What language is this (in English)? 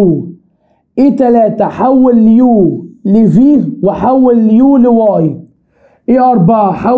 Egyptian Arabic